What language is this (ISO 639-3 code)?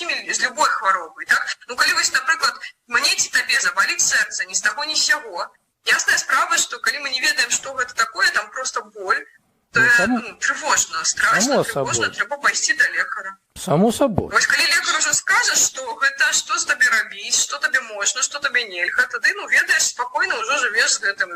bel